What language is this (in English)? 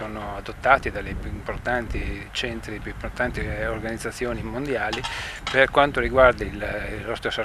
Italian